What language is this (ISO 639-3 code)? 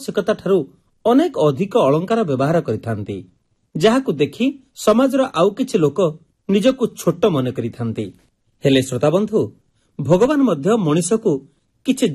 ori